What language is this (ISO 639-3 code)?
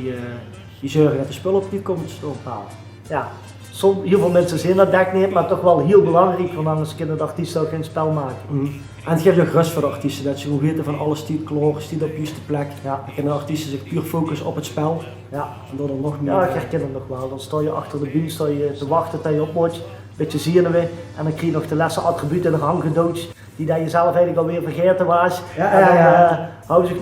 lim